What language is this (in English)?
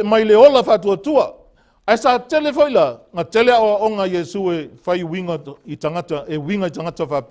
Samoan